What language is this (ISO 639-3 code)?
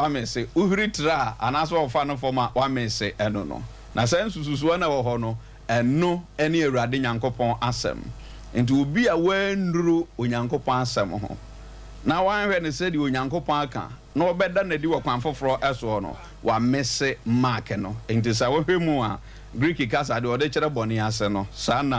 aka